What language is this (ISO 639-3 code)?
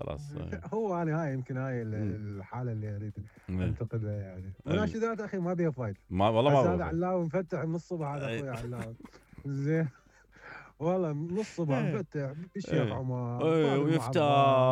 acm